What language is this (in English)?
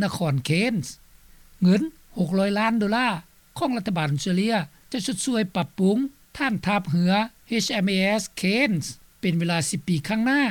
Lao